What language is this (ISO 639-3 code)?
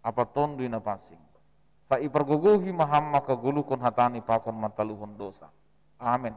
bts